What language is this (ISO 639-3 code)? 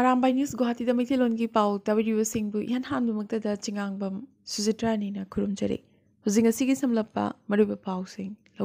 mni